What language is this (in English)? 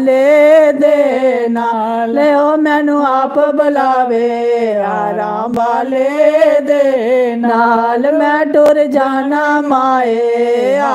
Dogri